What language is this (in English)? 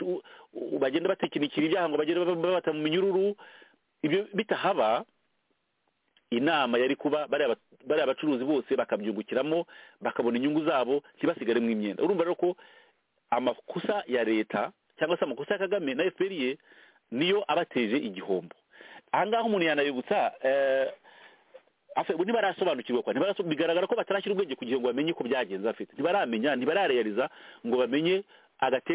Kinyarwanda